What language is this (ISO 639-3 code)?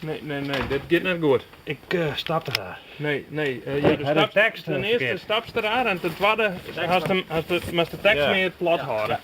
fry